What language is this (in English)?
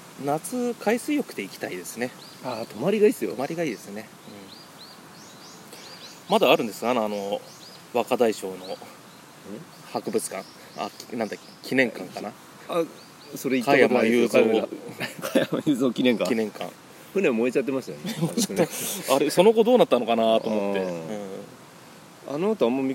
Japanese